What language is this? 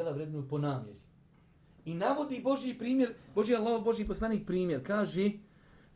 Bosnian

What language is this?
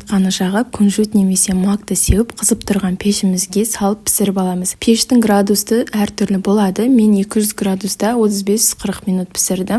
Kazakh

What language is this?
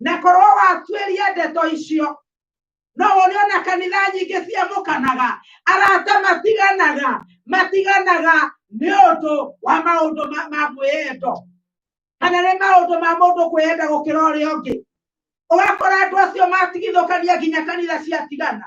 Kikuyu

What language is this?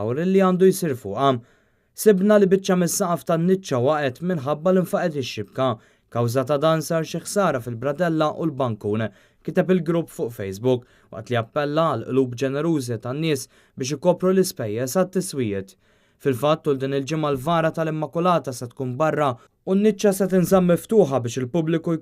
Maltese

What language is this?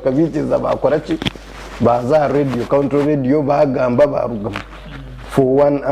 Nyankole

